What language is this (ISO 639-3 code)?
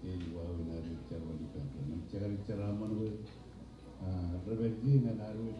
mah